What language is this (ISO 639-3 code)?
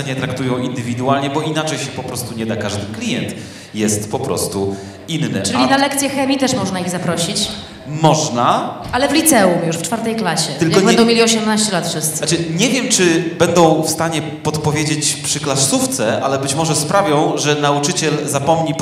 pol